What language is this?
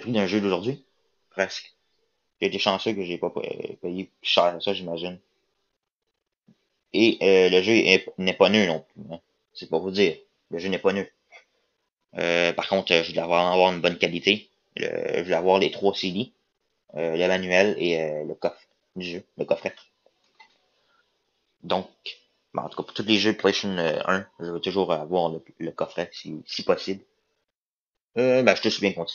French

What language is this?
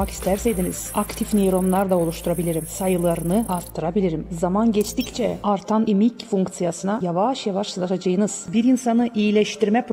Gagauz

